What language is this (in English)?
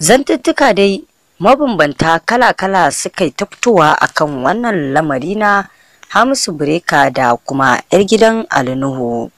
Hausa